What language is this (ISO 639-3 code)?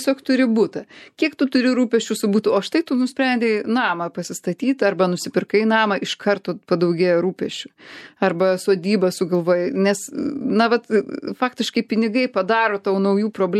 lit